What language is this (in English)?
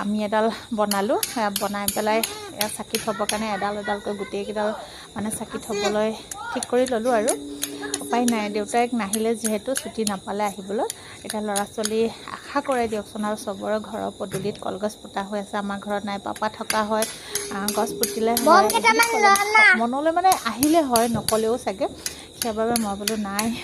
Assamese